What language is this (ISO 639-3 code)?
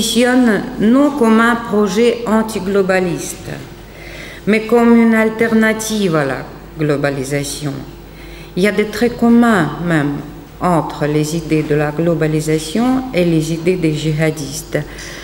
fra